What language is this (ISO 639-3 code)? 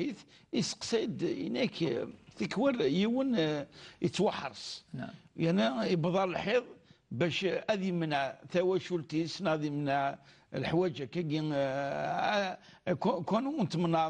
kab